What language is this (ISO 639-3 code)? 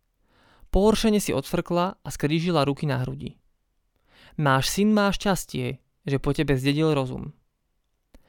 slk